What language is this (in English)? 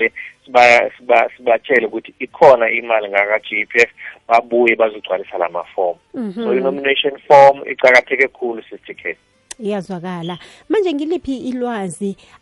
South Ndebele